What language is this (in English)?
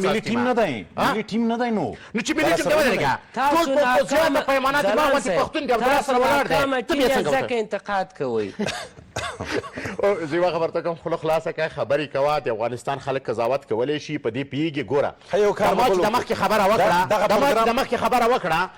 Pashto